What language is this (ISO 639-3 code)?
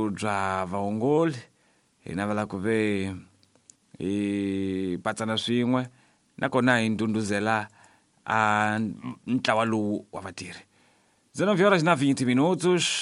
tso